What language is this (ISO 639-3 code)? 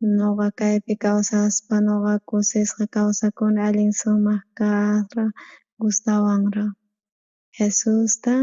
quh